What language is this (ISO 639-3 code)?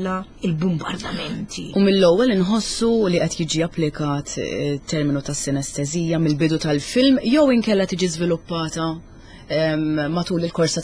mlt